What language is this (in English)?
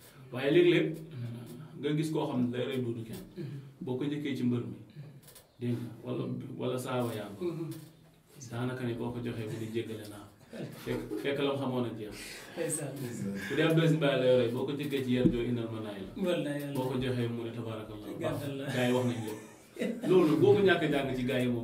Wolof